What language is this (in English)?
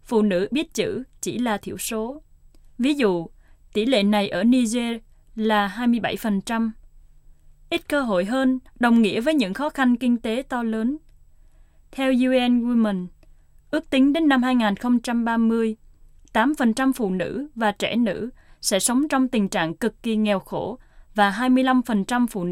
Vietnamese